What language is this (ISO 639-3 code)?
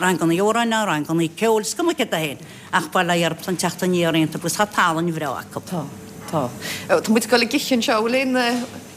gle